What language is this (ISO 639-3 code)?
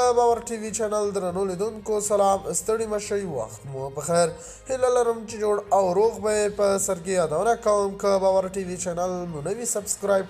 pus